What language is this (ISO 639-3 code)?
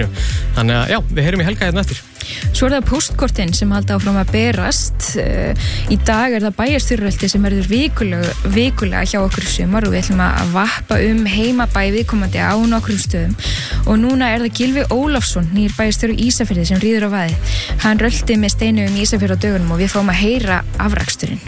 isl